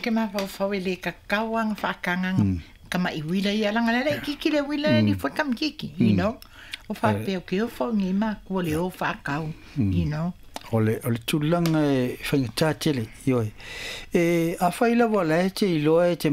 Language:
Samoan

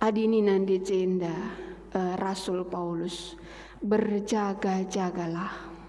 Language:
Batak Karo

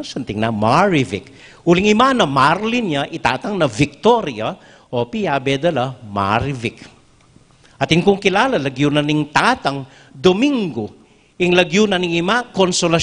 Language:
Pampanga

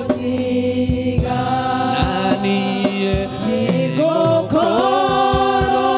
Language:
Kikuyu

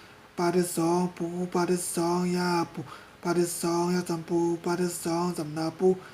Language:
Shan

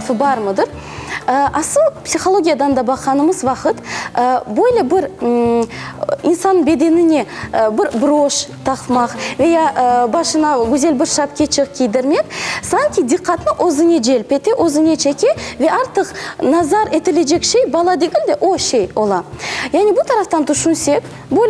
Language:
Crimean Tatar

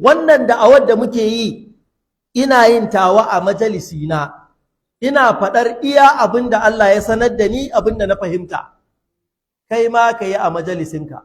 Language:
Hausa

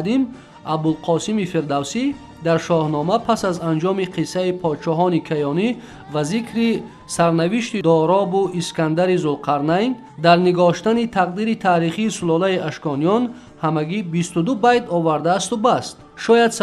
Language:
Tajik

